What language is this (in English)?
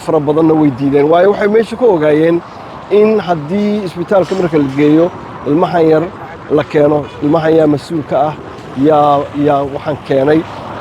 Somali